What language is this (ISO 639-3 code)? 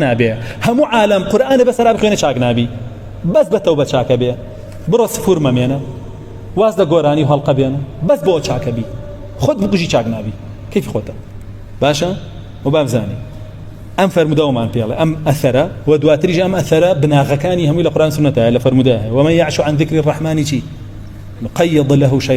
ckb